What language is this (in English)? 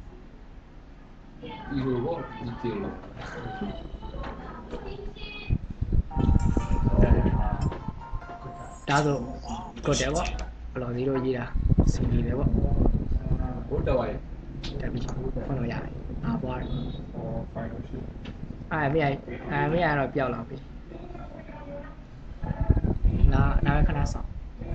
Burmese